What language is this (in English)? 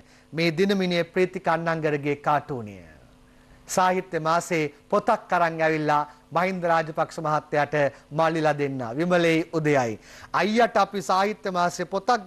Sinhala